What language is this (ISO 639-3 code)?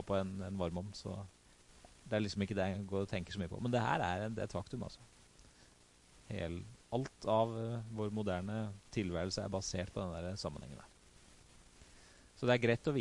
nor